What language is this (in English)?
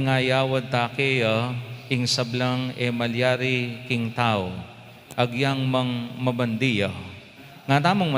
Pampanga